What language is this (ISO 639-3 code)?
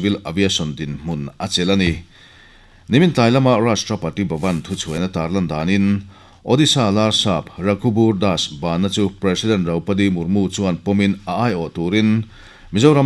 lus